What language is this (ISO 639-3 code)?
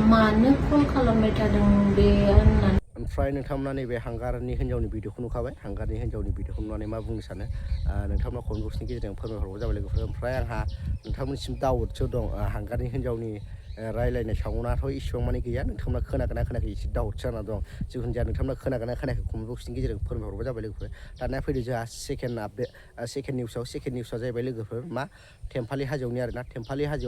brx